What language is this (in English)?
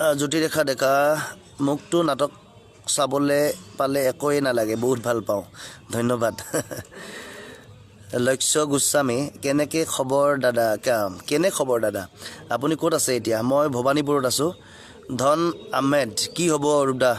Assamese